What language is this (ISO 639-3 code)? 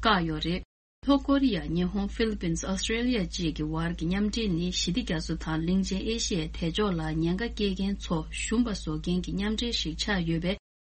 bod